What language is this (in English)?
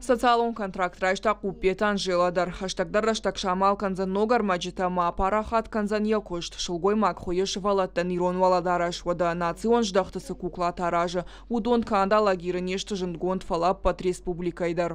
Ossetic